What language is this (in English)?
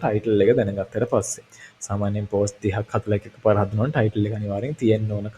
Sinhala